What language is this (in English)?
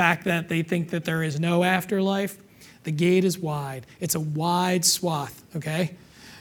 English